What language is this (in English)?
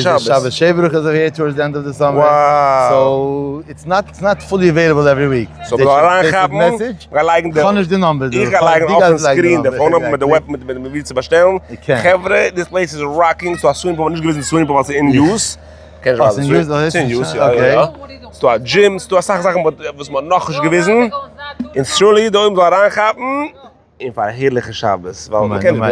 Yiddish